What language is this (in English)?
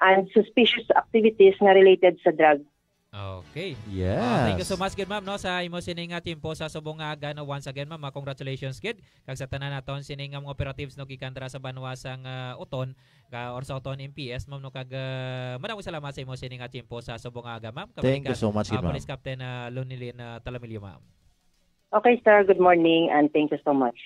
Hiligaynon